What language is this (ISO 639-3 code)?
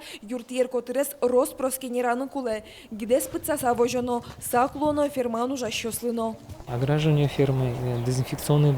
udm